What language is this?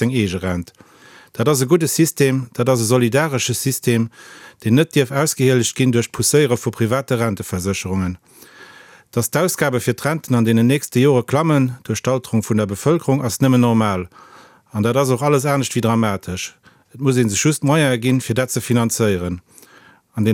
Luxembourgish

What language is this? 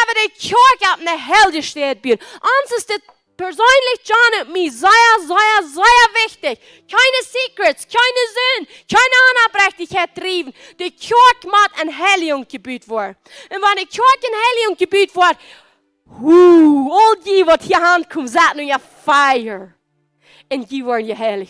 Plautdietsch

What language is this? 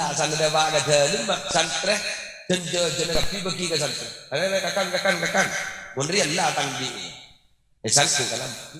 Madurese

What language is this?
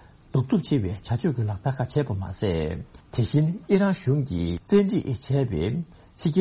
Tibetan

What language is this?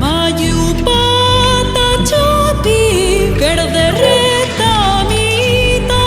Ayacucho Quechua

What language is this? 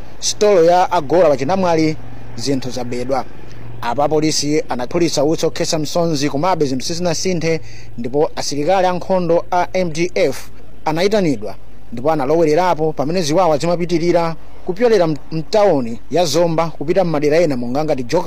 Nyanja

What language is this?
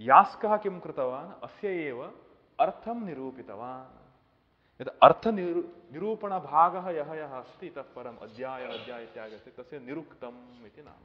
Sanskrit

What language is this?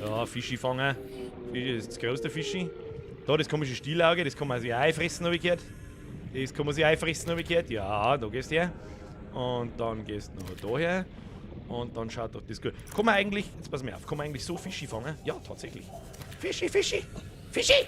Bavarian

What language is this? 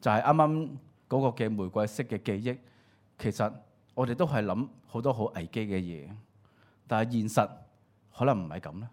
Cantonese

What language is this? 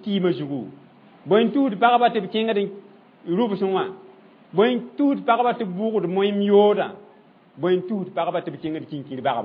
Mossi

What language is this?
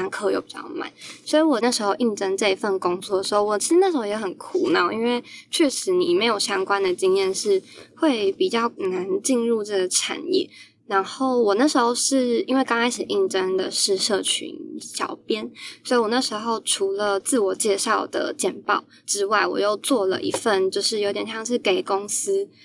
Chinese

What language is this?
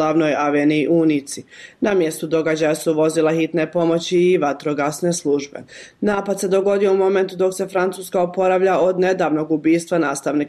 Bosnian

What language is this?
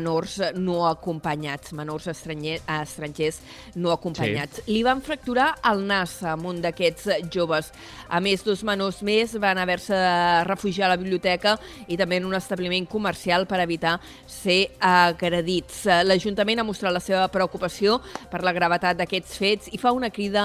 Catalan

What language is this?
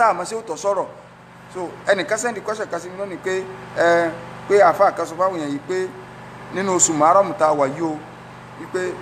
Yoruba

